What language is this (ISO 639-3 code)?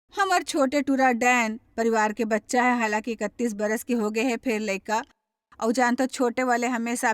hne